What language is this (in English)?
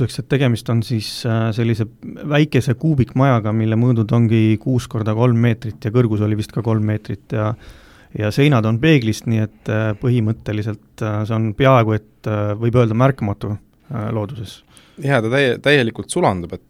Estonian